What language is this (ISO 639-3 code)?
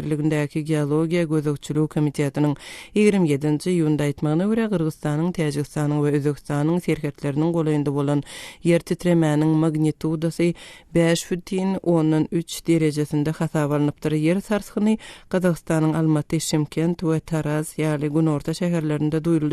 tuk